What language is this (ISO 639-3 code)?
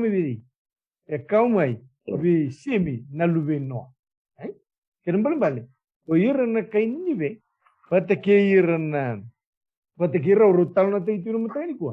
fij